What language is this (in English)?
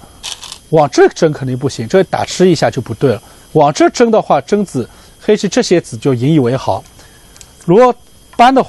Chinese